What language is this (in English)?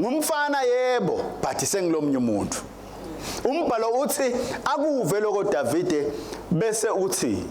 Swati